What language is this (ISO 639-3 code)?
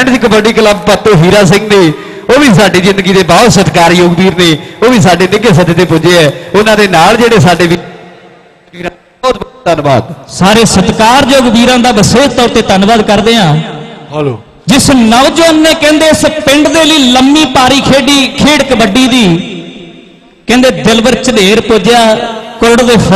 pan